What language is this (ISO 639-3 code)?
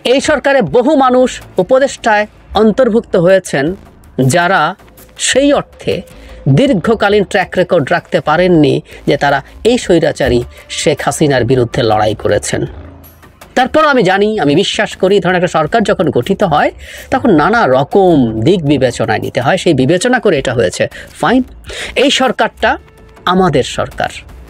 ben